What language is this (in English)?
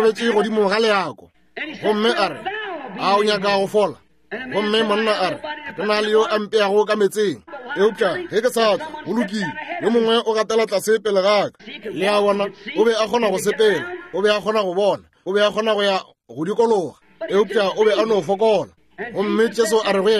Northern Sotho